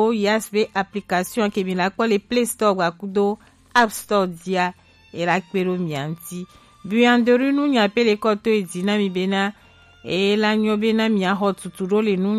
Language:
Gen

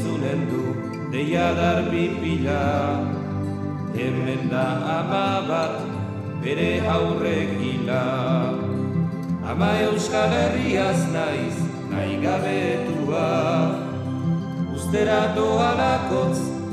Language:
Basque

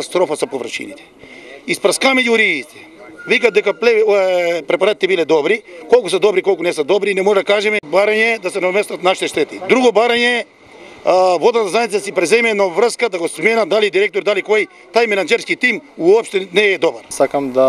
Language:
Macedonian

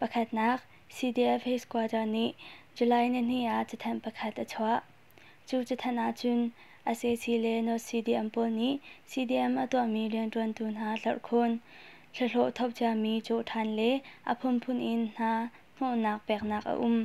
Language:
Hakha Chin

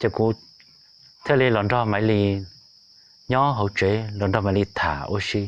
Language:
Hmong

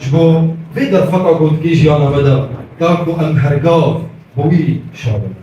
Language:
Kurdish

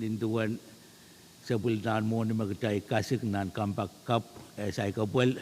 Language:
Pohnpeian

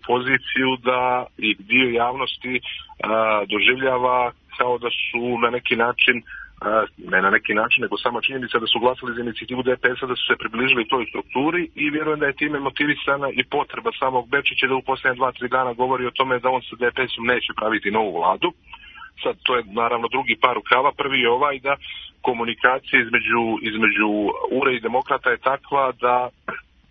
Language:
Serbian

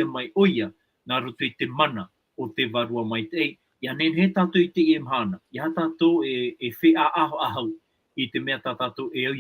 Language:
Tahitian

